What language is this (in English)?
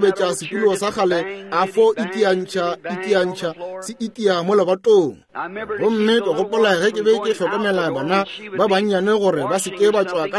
Northern Sotho